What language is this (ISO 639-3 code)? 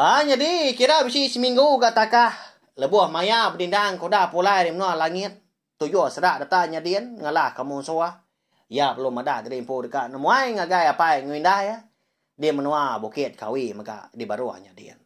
iba